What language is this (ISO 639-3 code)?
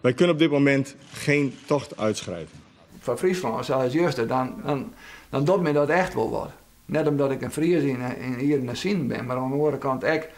fry